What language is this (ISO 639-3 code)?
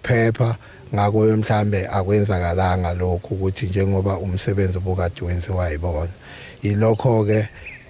zul